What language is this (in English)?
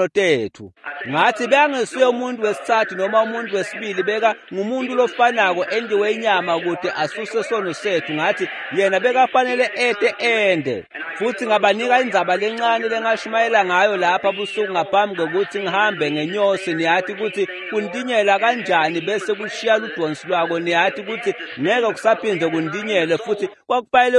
Swati